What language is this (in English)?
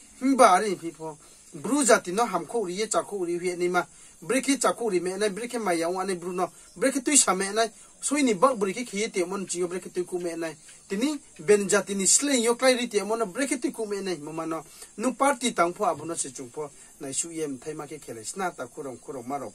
Riang (India)